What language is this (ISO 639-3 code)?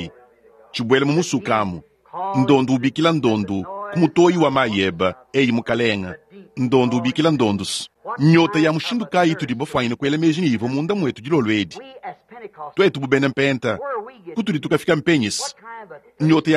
lua